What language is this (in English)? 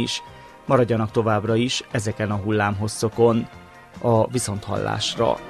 Hungarian